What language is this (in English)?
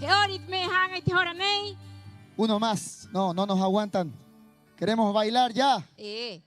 Rapanui